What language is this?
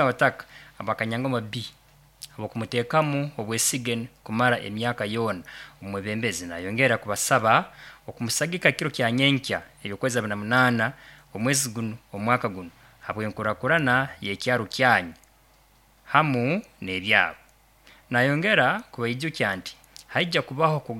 Nyoro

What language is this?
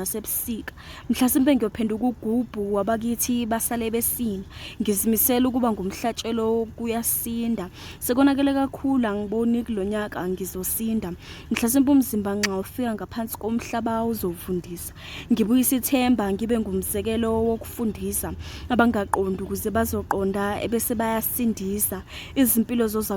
Zulu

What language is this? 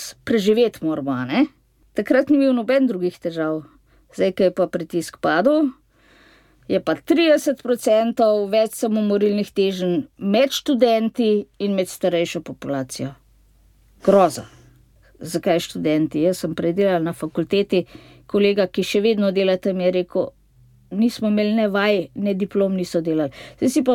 Slovenian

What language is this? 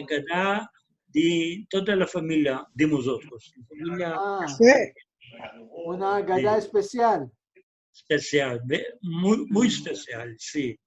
Ladino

